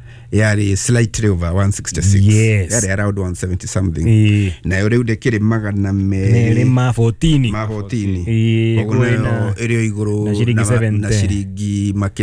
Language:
Kikuyu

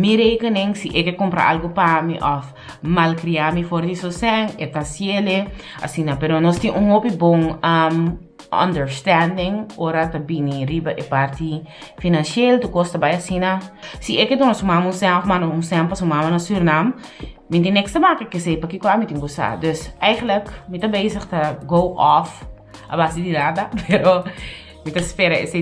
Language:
Papiamento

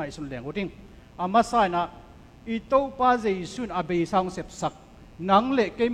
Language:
Tedim Chin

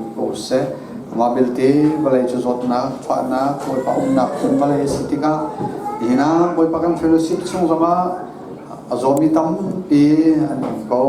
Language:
Hakha Chin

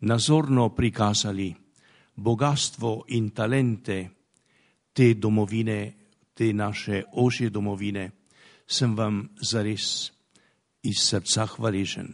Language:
Slovenian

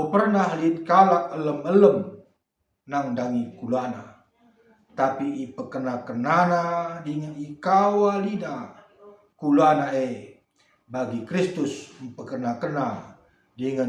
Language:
Batak Karo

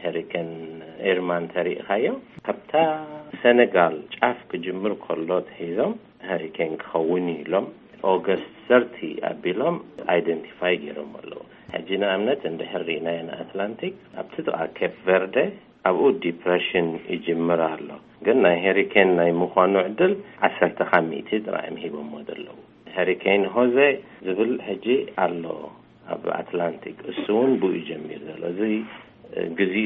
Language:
Tigrinya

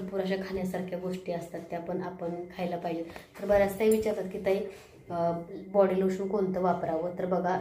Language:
Marathi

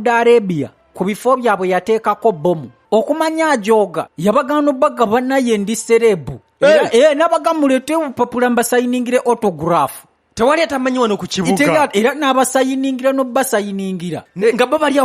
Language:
Ganda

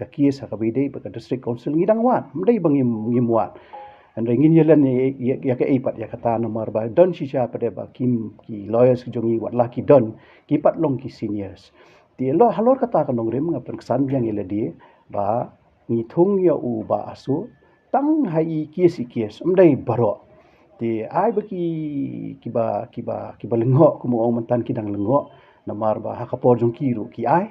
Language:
Khasi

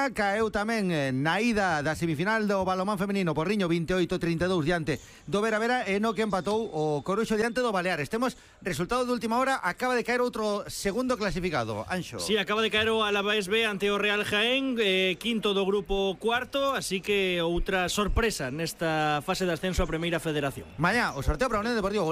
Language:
Galician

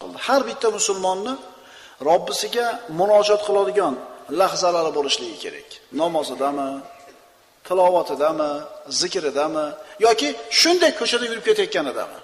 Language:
Uzbek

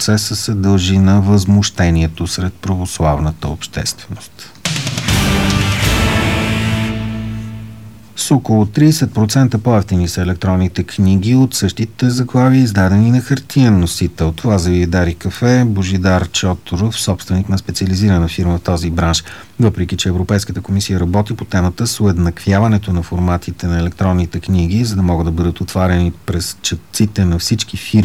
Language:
Bulgarian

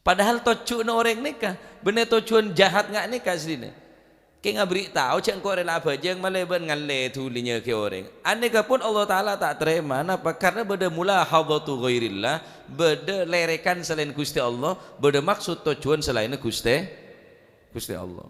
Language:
Madurese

